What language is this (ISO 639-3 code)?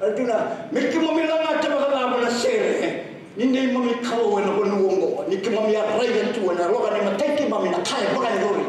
fij